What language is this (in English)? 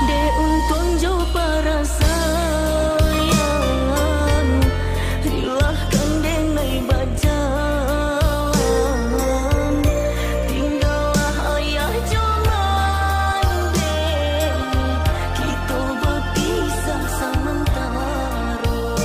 Minangkabau